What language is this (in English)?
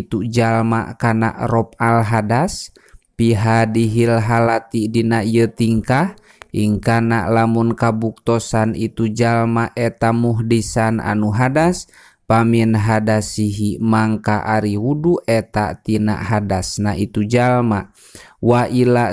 Sundanese